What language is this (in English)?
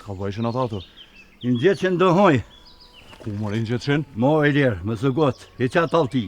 Albanian